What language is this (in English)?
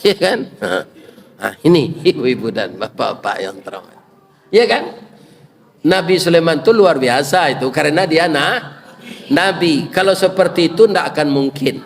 Minangkabau